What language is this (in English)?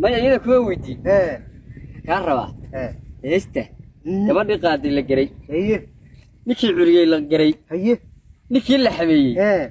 Somali